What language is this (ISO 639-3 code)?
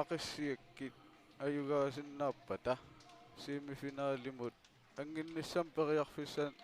kal